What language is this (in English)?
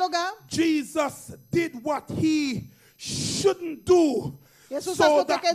Papiamento